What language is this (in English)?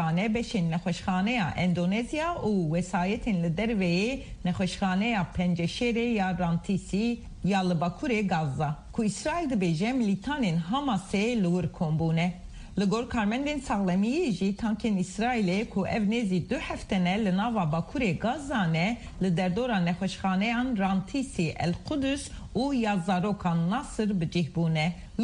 Kurdish